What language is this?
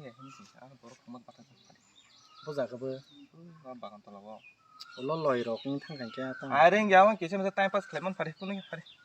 Kok Borok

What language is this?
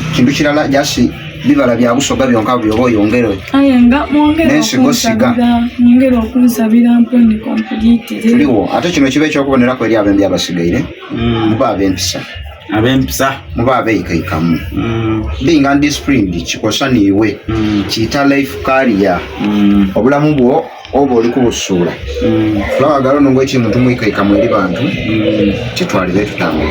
Soga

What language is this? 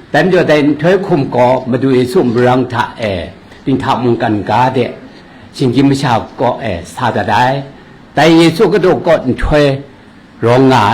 Kachin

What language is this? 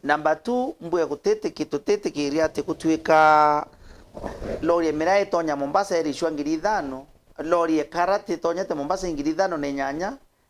Meru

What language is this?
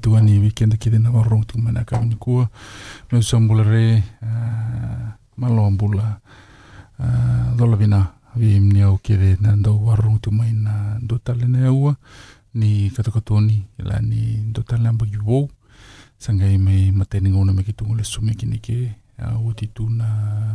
Fijian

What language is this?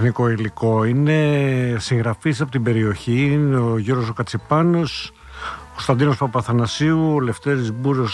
Greek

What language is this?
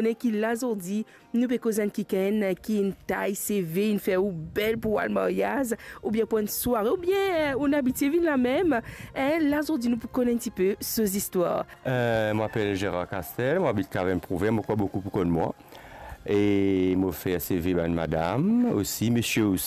Morisyen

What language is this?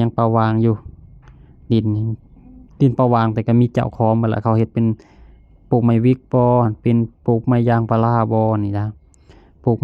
Lao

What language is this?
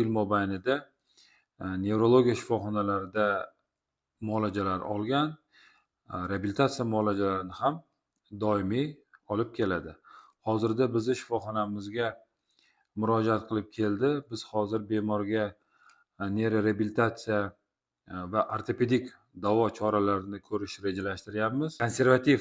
Uzbek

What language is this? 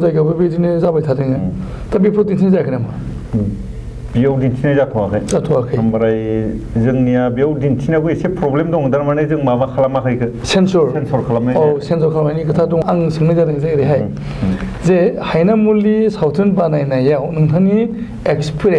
Bodo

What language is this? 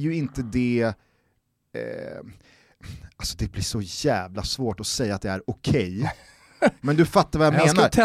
Swedish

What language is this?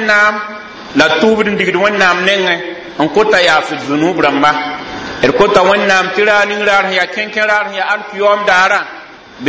Mossi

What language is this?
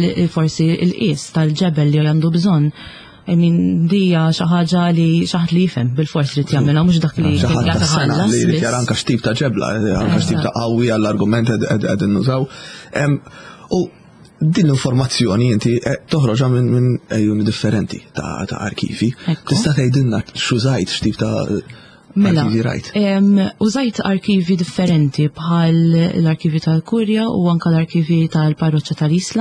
Maltese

